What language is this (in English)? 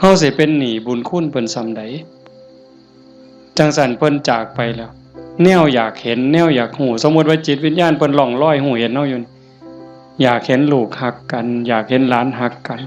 Northeastern Thai